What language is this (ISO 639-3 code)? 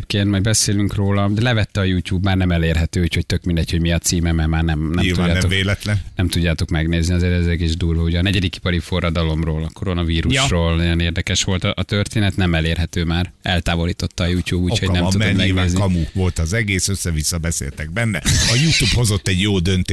hun